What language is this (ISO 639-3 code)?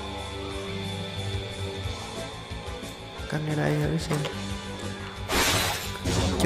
vie